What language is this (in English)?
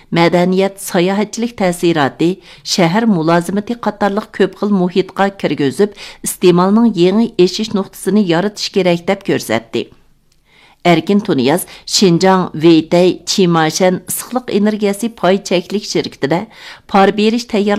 Uyghur